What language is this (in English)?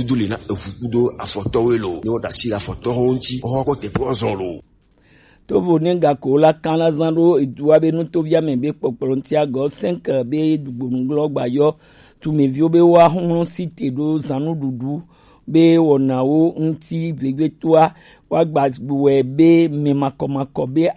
Gen